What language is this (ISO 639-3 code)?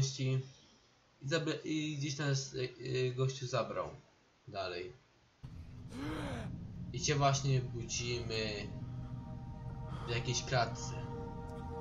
pol